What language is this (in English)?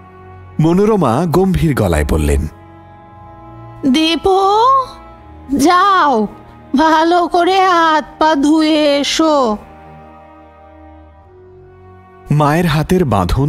Bangla